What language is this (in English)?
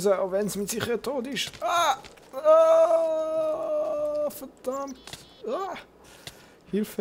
Swiss German